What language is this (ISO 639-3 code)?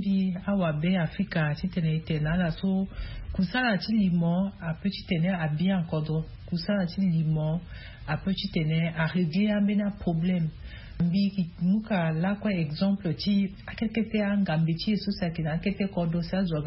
sag